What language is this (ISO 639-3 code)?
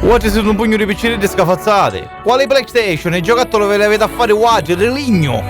scn